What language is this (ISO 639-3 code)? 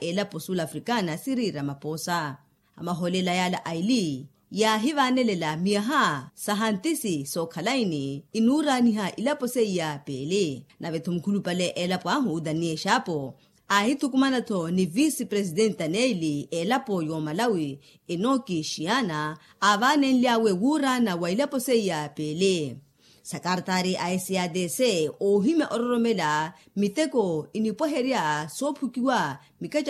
vmw